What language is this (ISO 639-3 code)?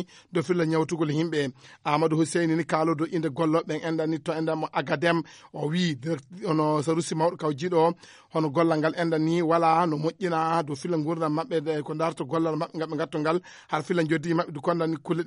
ful